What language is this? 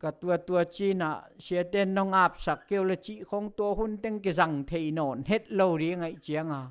Tedim Chin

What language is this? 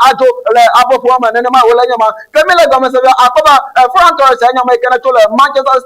Ewe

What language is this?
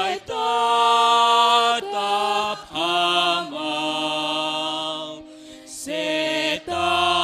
Batak Simalungun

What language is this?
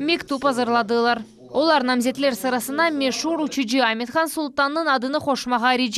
Crimean Tatar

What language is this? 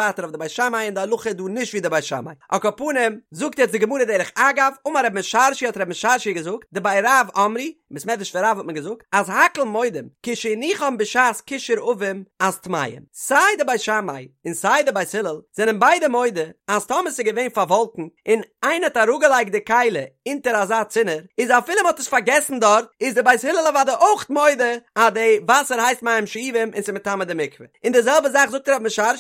Yiddish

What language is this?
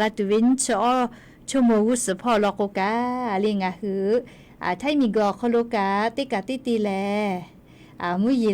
Lahu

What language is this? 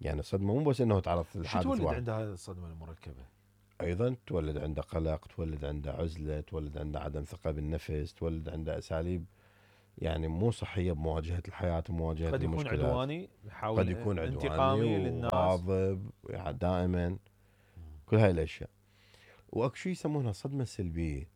Mesopotamian Arabic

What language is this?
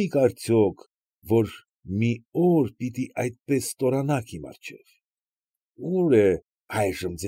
Armenian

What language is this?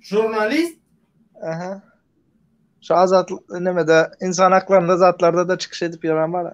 Turkmen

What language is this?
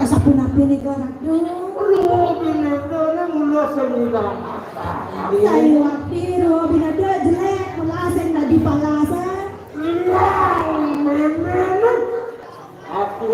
Balinese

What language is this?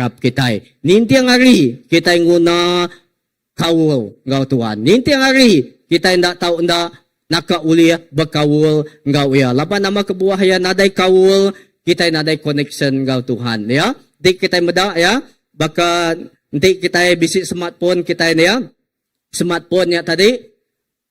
Iban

